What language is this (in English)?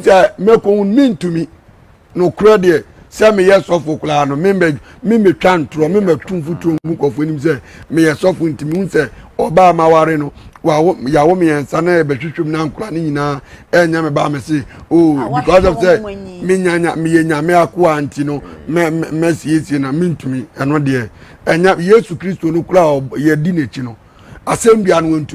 Akan